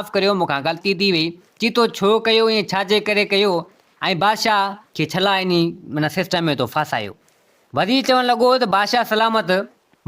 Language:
Sindhi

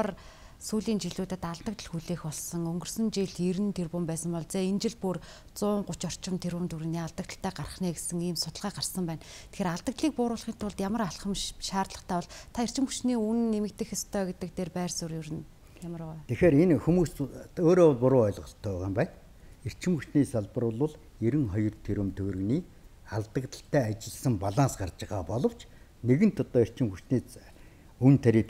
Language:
Mongolian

